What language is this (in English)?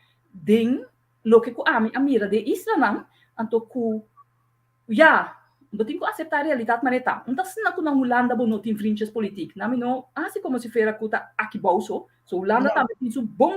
Papiamento